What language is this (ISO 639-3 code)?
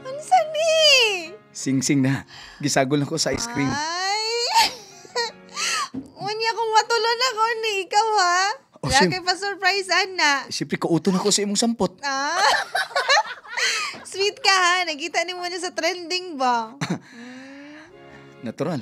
ceb